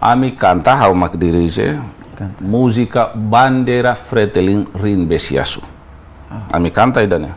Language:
Tetum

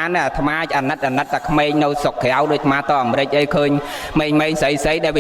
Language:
Khmer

